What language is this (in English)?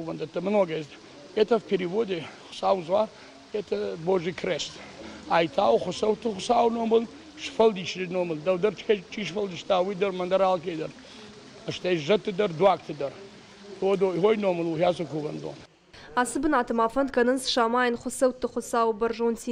Ossetic